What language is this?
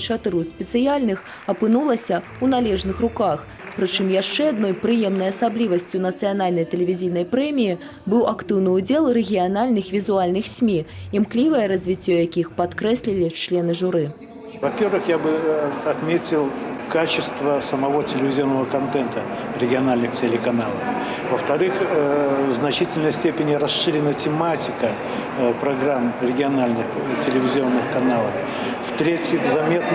Belarusian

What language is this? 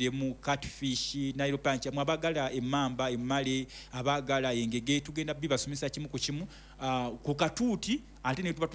Ganda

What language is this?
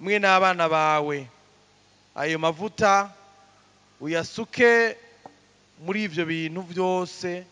Rundi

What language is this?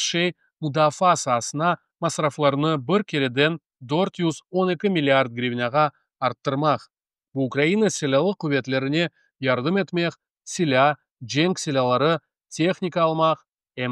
Crimean Tatar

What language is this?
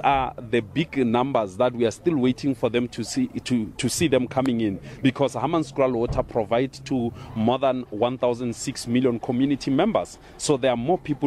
English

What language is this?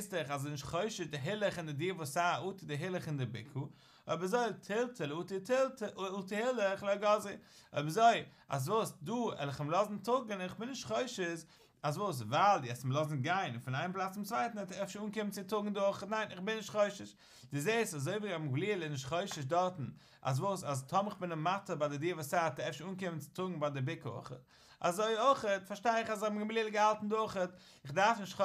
Yiddish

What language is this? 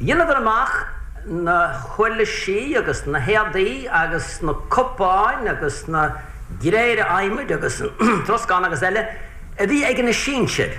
Irish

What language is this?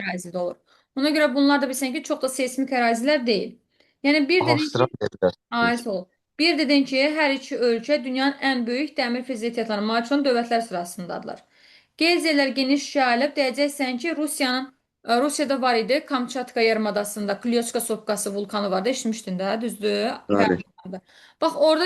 Azerbaijani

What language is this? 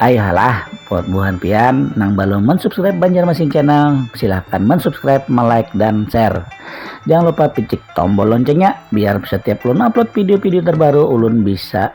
Banjar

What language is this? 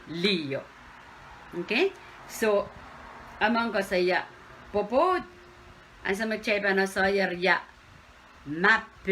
Pohnpeian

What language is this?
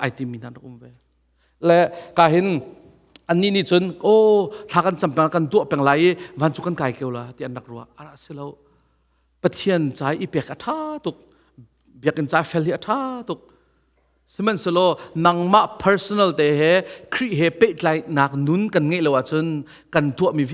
Hakha Chin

